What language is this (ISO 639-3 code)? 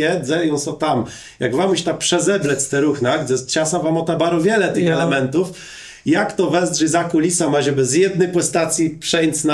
csb